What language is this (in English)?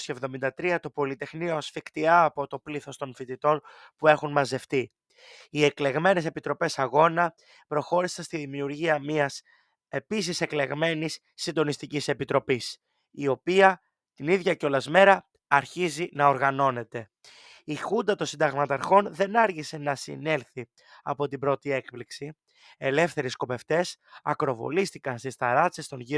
Greek